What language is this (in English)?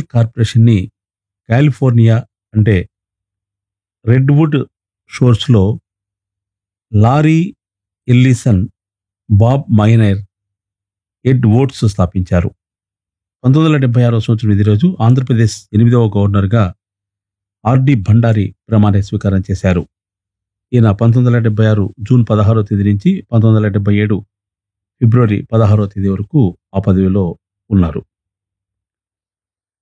Telugu